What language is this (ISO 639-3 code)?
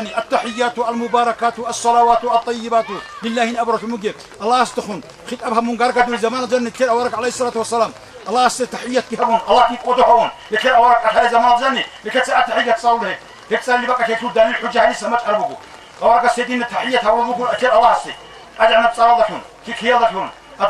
ava